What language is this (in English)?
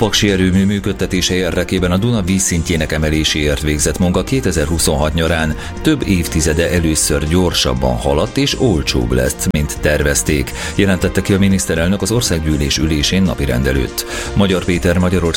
Hungarian